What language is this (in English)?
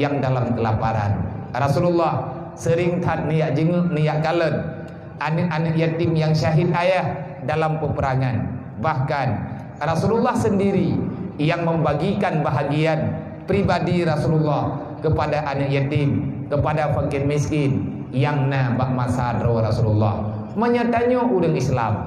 Achinese